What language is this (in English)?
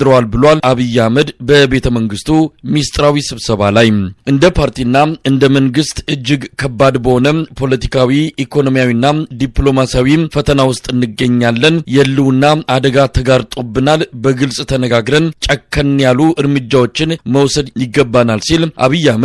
Amharic